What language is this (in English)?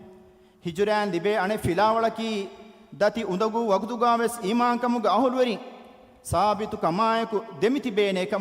Divehi